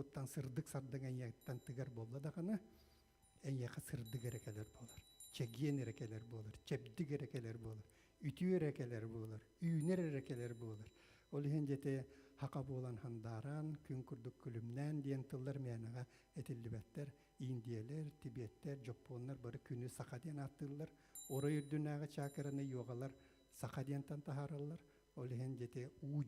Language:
Yakut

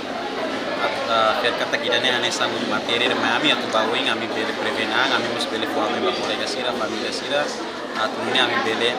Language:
Tetum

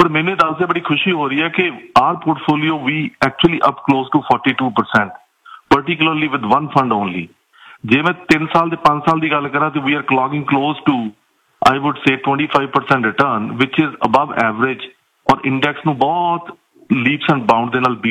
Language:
Punjabi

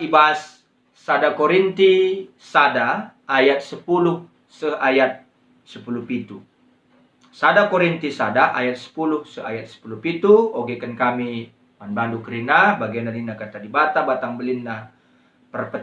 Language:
Batak Karo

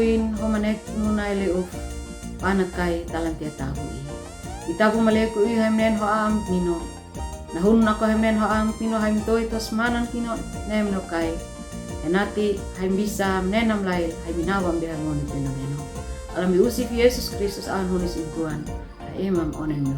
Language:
Uab Meto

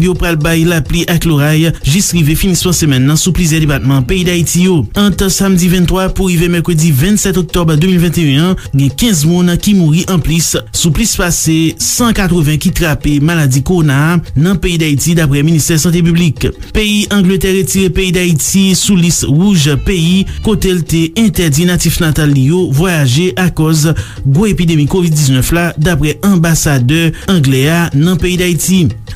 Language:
Haitian Creole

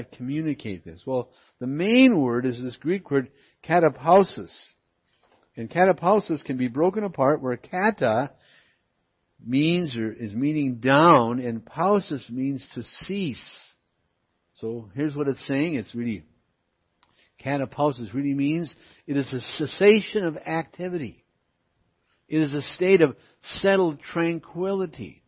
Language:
English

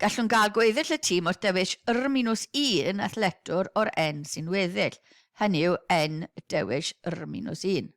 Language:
Welsh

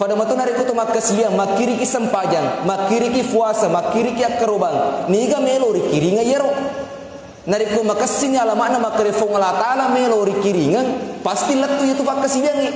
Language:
Buginese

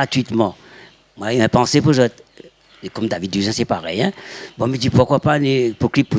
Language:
Réunion Creole French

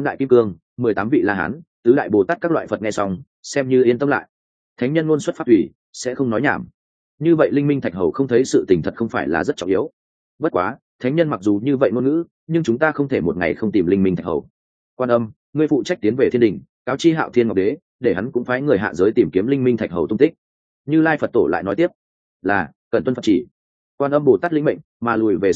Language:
Vietnamese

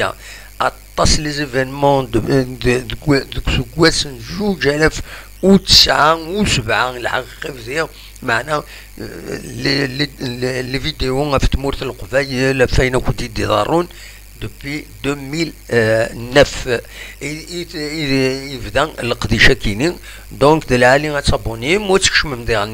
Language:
Kabyle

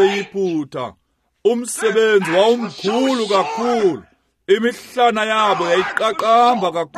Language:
Xhosa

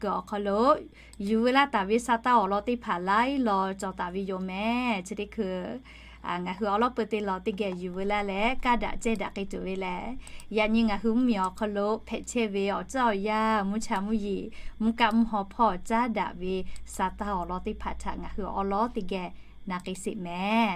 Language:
Lahu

